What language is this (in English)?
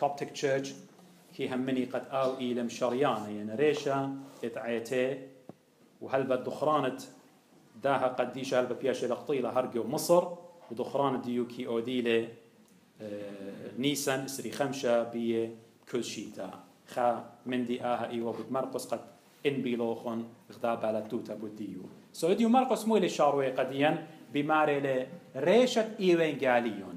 Assyrian Neo-Aramaic